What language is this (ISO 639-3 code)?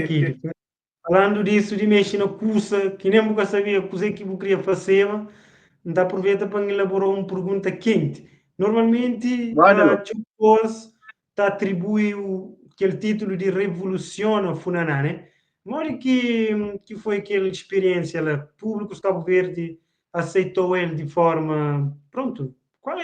kea